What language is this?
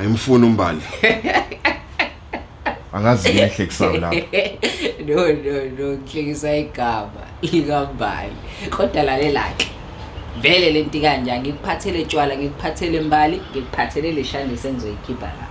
Zulu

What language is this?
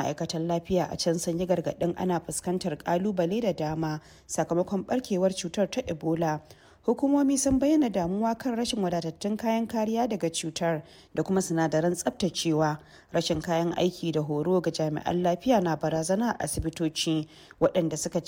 Hausa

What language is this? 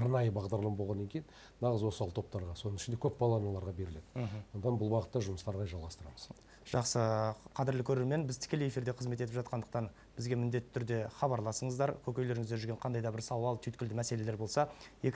Kazakh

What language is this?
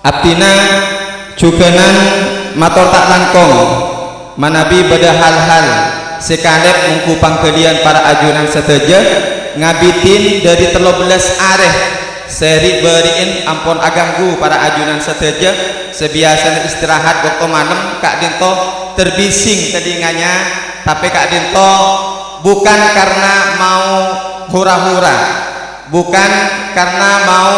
Madurese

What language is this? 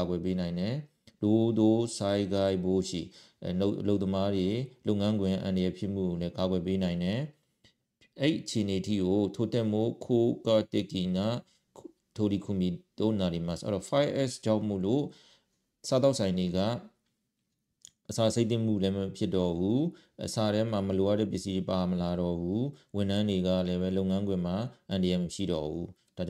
Burmese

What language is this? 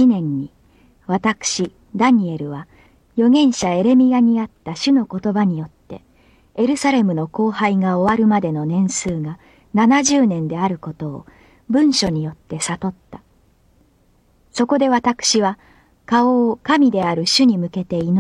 Japanese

